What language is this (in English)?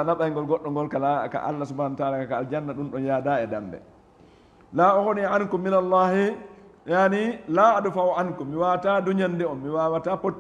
Fula